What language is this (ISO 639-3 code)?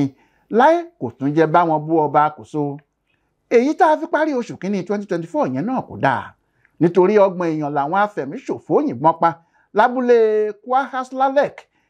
yor